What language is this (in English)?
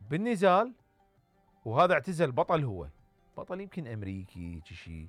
Mesopotamian Arabic